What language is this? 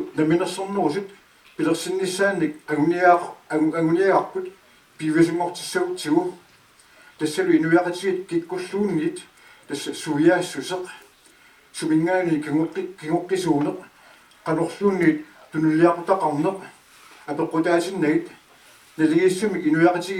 Kalaallisut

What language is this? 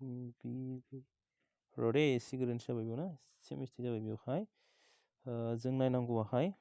Bodo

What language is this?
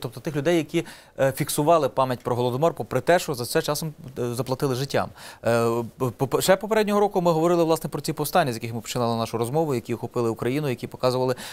Ukrainian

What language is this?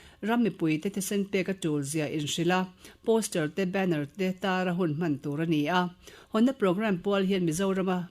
Mizo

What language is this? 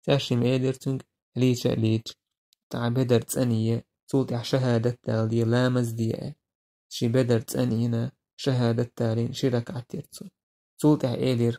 Chechen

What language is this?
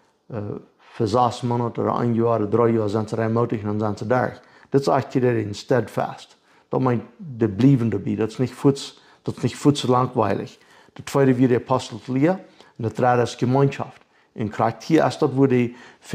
Plautdietsch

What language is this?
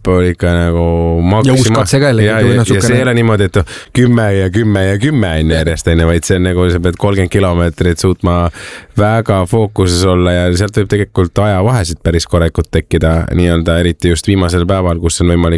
Estonian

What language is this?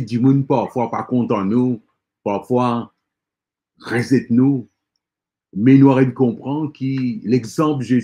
Morisyen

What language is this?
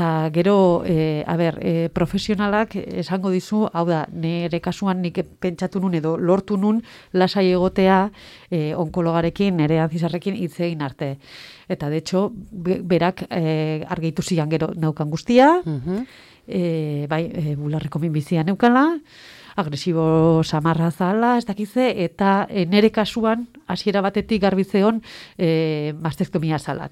Basque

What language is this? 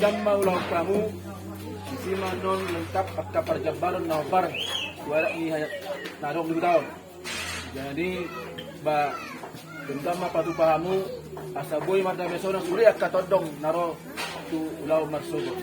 Batak Toba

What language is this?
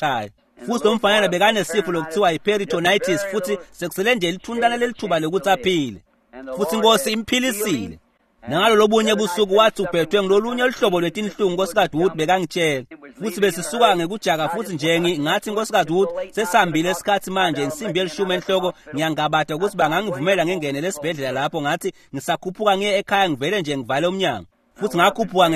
Swati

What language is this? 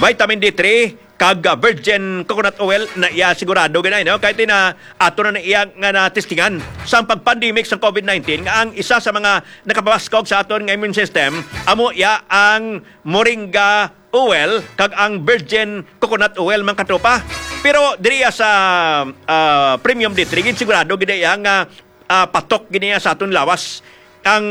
Hiligaynon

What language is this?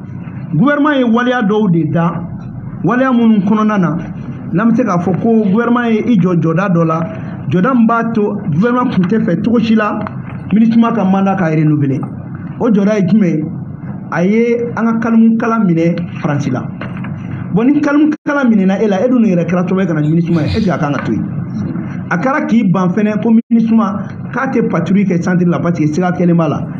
Bambara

